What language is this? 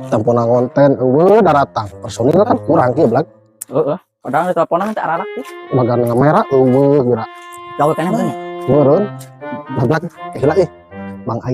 Sundanese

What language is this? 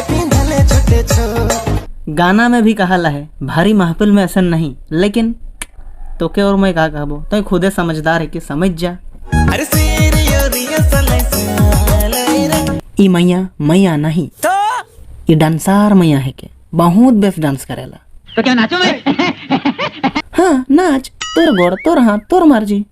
Sadri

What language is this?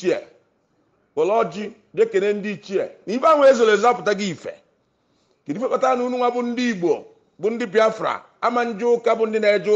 Igbo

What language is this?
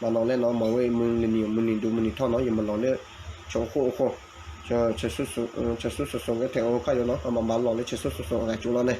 S'gaw Karen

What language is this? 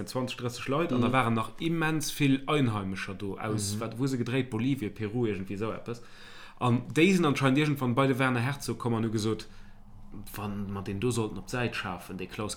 Luxembourgish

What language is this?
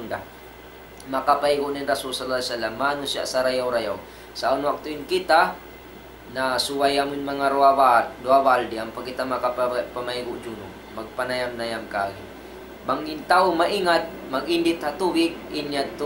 Tausug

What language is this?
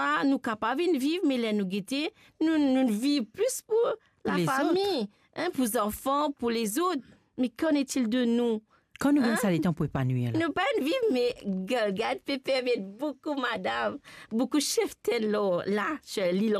Morisyen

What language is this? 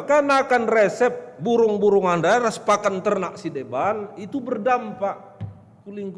Batak Karo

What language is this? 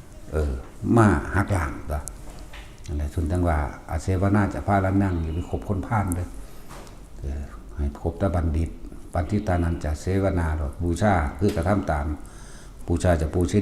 Northeastern Thai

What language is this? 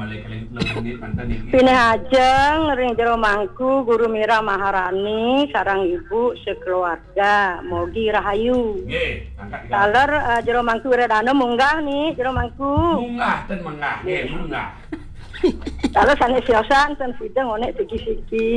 Balinese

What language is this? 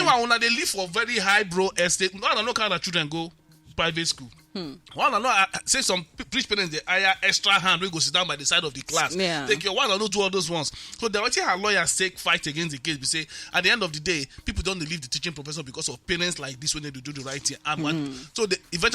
Nigerian Pidgin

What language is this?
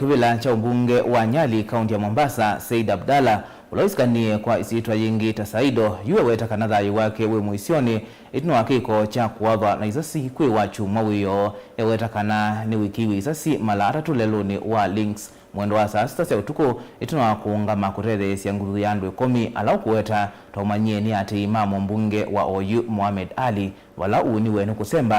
Kamba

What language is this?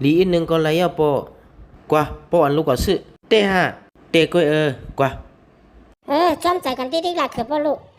Shan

